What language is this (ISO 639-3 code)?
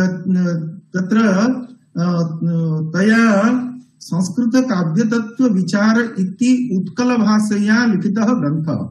san